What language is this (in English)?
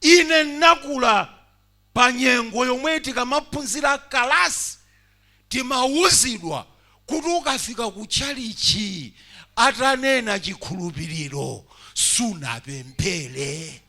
Nyanja